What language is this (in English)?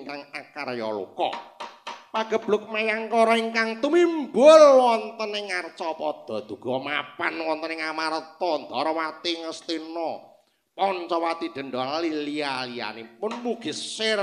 Javanese